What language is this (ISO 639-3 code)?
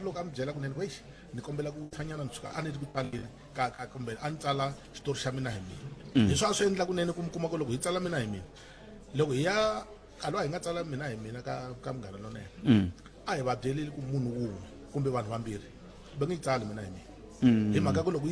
tso